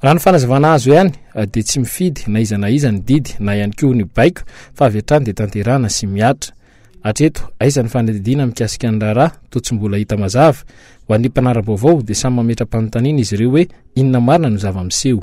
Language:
Malagasy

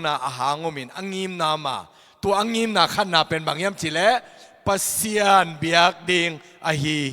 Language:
Tedim Chin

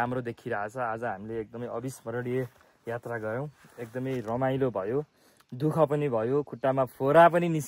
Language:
Nepali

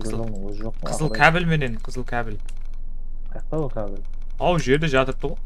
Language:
Kara-Kalpak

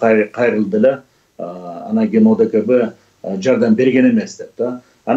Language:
Kyrgyz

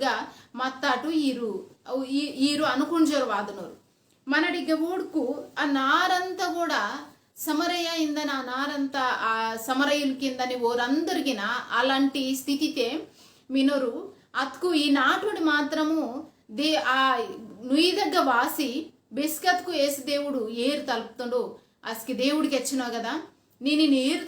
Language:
Koya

